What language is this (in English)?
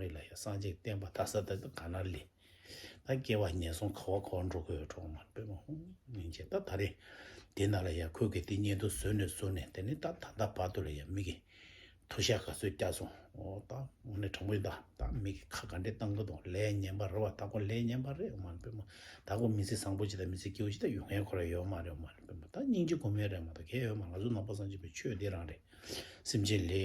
Tibetan